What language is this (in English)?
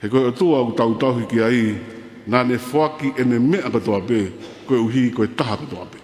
Tongan